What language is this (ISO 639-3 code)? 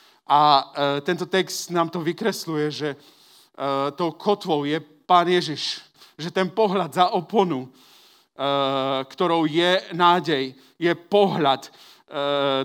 slk